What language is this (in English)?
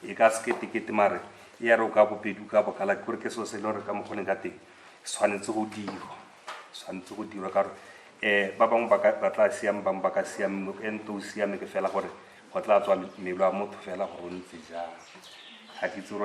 Tswana